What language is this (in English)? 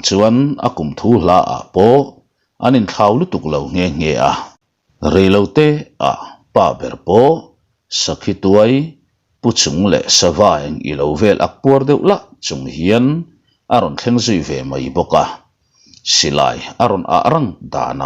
Mizo